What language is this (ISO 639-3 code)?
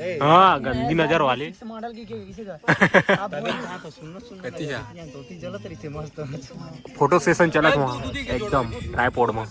hne